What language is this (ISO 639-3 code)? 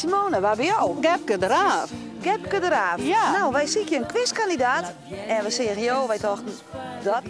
fry